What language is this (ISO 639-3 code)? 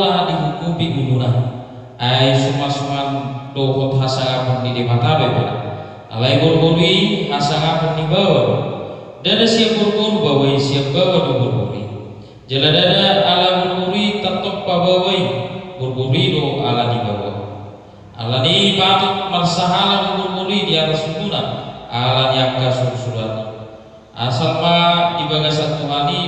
bbc